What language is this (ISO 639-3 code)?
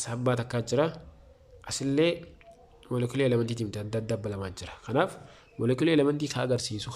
orm